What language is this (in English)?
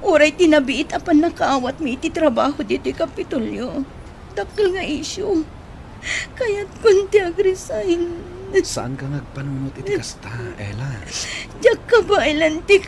Iloko